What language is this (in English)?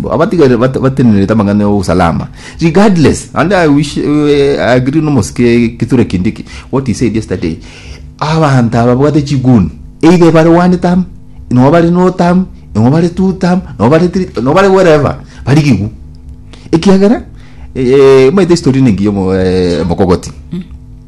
Gusii